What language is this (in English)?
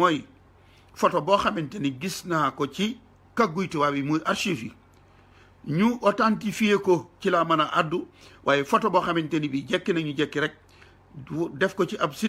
Wolof